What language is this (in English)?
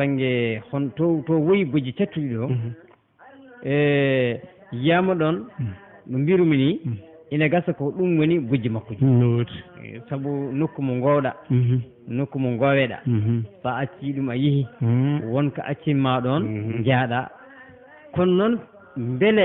Fula